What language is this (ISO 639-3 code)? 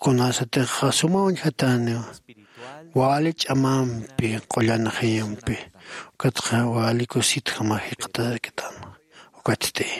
aym